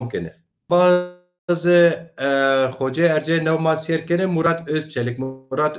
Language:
Zaza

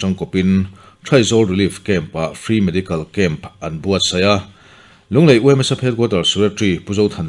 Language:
Mizo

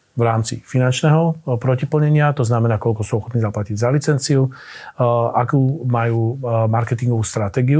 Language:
Slovak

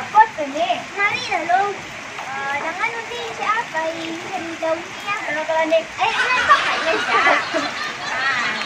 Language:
Minangkabau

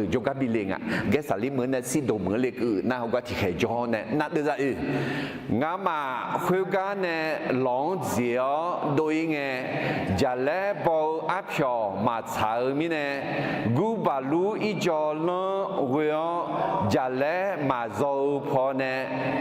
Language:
Akha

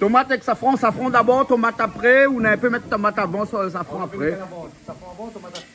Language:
Réunion Creole French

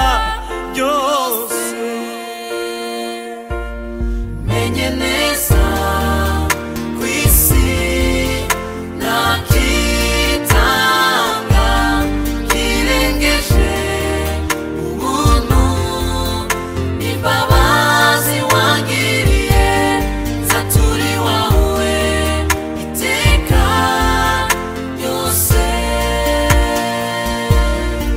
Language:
Kinyarwanda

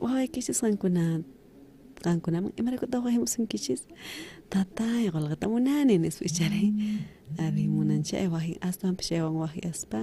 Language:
South Bolivian Quechua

